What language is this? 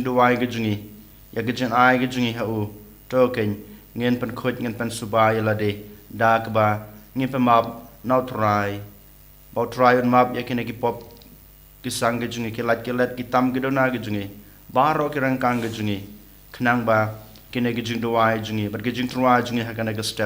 Khasi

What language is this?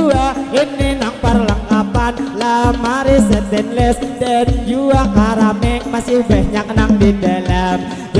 Banjar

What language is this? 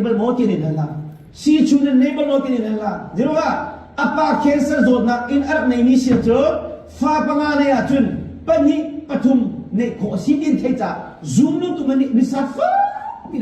Hakha Chin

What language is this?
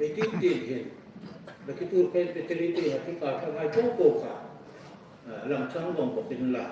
Hmar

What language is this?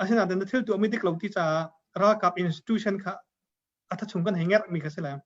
Hakha Chin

